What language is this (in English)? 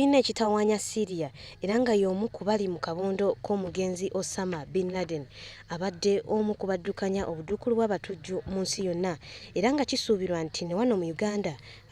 Ganda